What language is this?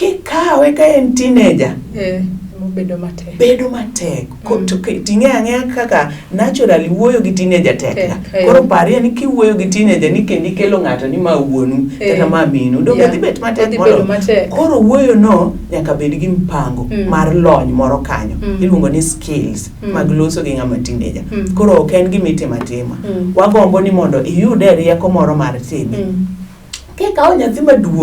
Luo (Kenya and Tanzania)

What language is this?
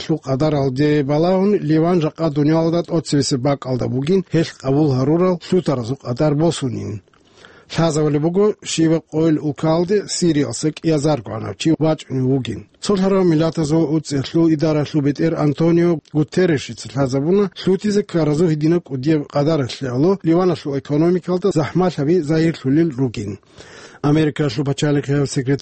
Avaric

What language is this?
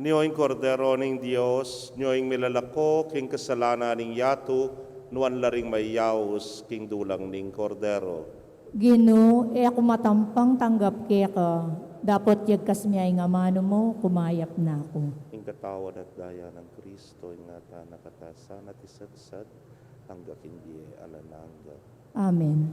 Pampanga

